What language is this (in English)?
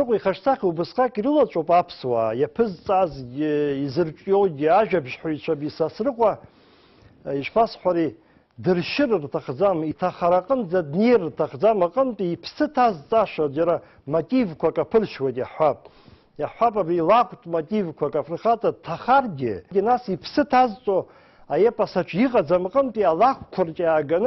Abkhazian